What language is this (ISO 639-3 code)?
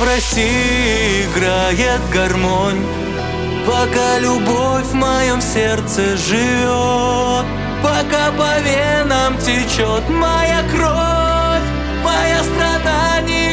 rus